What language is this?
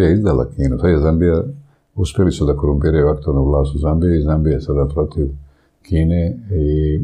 Serbian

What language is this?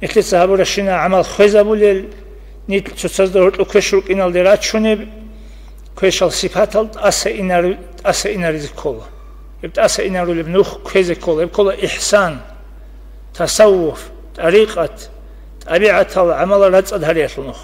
Avaric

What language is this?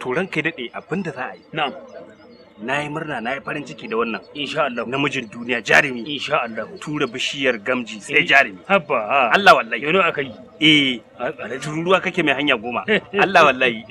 Hausa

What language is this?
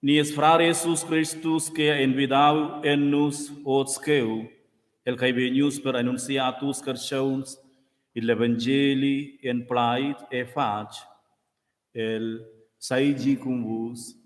Romansh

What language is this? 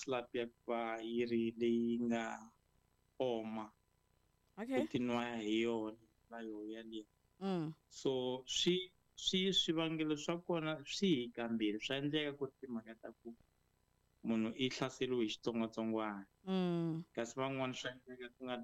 Tsonga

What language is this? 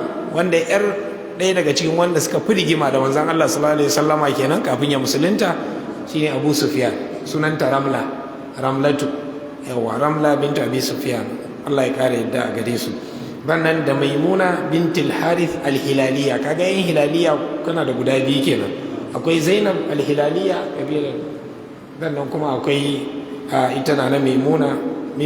Hausa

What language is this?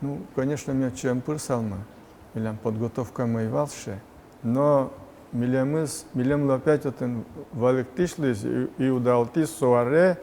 Udmurt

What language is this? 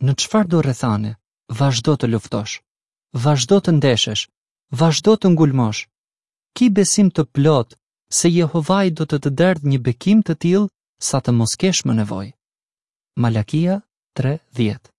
Albanian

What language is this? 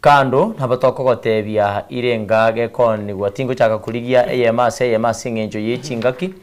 Gusii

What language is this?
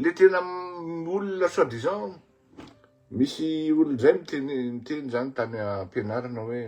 Malagasy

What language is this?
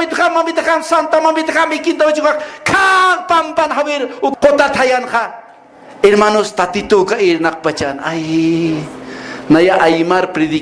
Aymara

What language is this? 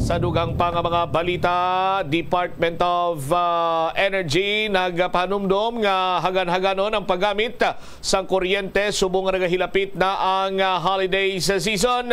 Hiligaynon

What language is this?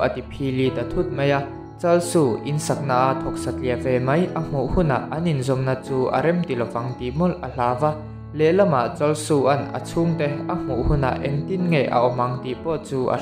Mizo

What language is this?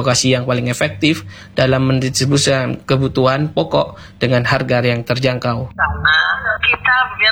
Indonesian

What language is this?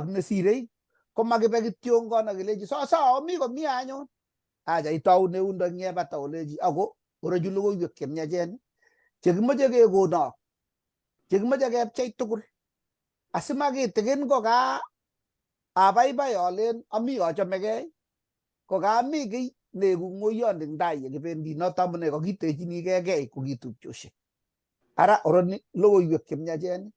Kalenjin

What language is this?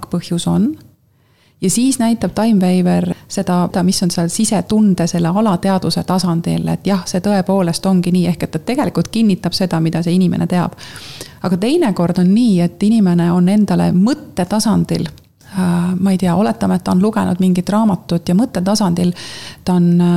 Estonian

